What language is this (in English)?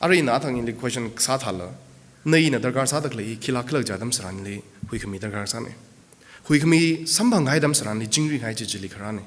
Tangkhul Naga (India)